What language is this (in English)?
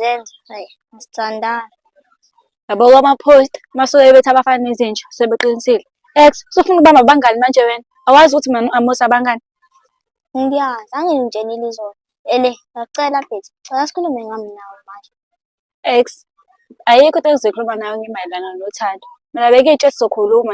Zulu